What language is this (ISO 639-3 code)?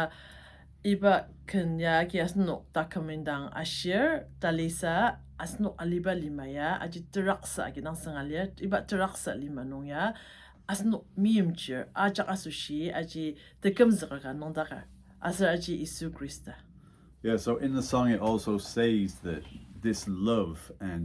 njo